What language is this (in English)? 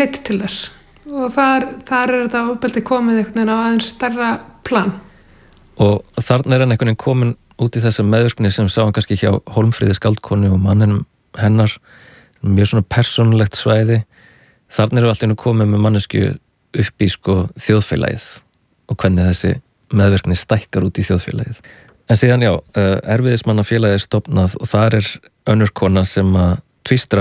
Icelandic